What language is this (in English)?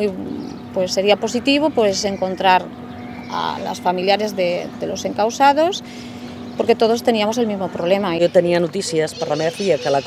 Catalan